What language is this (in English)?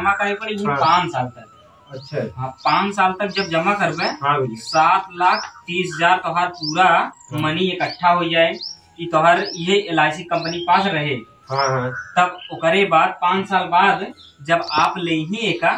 Awadhi